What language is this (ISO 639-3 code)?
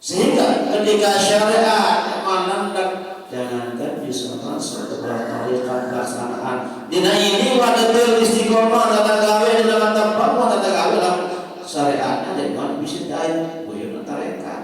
sas